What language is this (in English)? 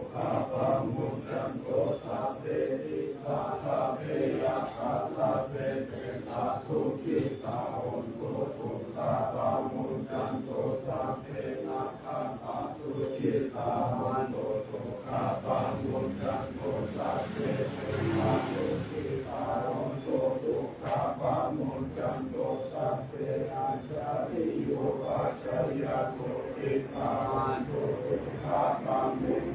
Pali